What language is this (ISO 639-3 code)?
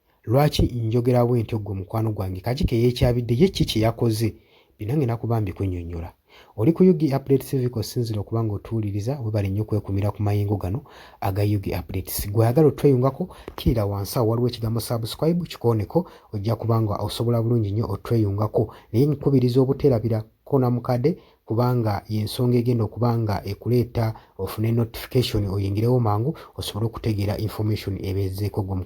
lug